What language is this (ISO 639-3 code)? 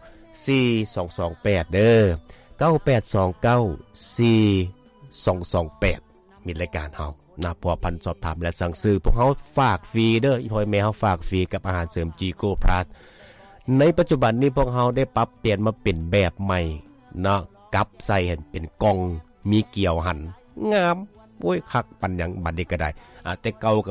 lao